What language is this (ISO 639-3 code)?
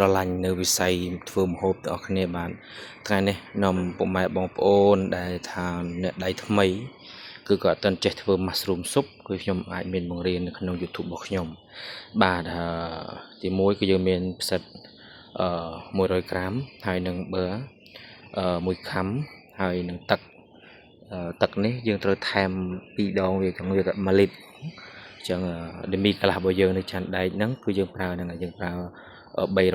khm